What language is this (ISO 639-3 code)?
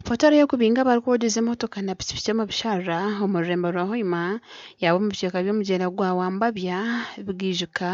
nyn